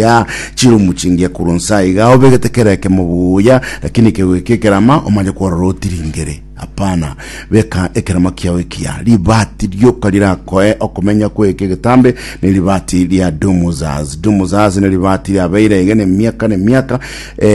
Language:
Gusii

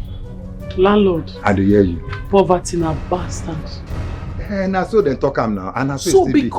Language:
Nigerian Pidgin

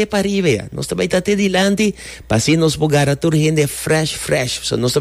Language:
Papiamento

